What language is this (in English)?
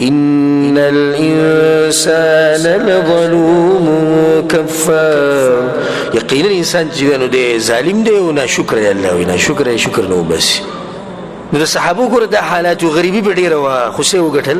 Pashto